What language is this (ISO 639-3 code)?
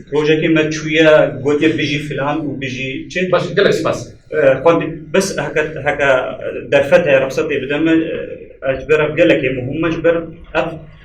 kur